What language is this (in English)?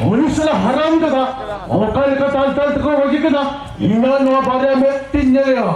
Santali